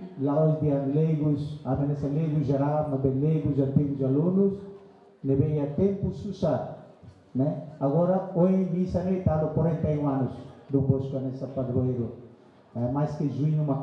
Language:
Tetum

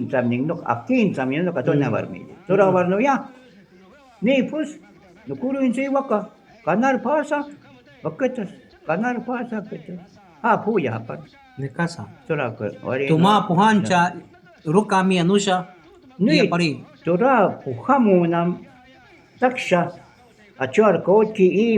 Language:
Shuar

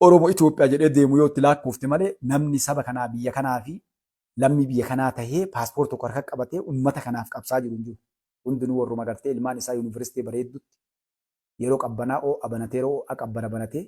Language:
Oromo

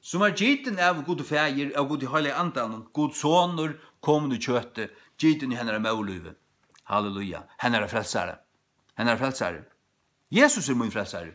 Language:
Faroese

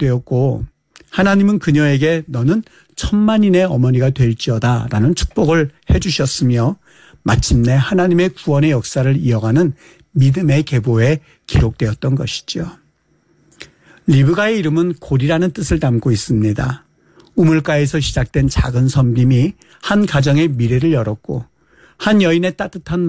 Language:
Korean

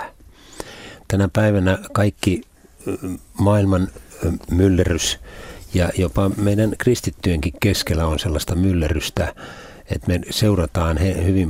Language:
Finnish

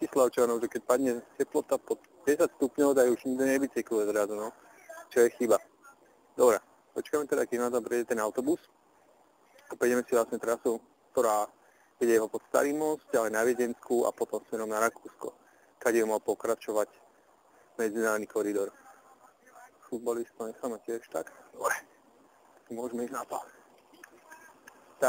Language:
Slovak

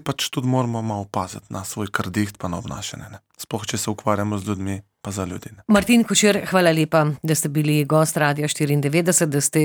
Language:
Slovenian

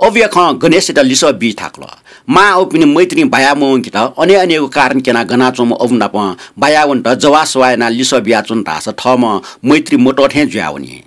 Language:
Newari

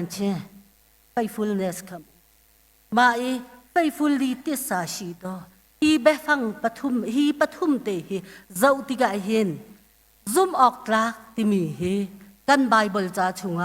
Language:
Hakha Chin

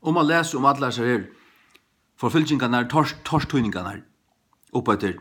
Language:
Faroese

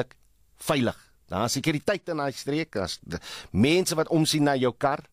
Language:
Afrikaans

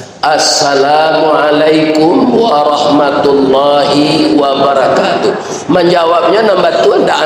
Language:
Minangkabau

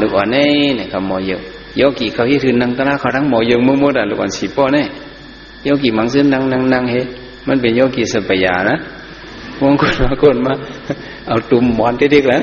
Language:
Shan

